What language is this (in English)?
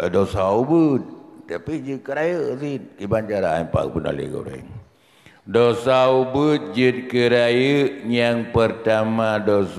Achinese